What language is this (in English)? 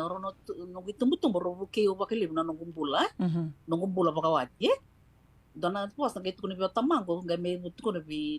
Fijian